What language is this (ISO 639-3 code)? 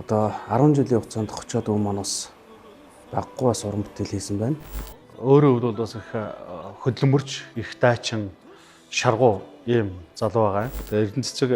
mon